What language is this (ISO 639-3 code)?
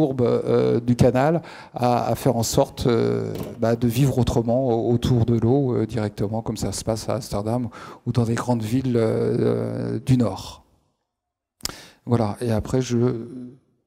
fra